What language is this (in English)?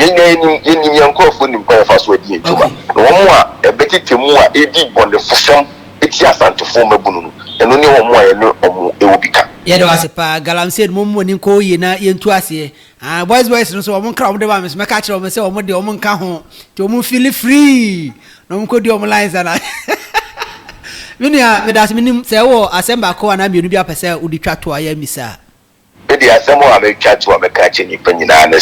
Akan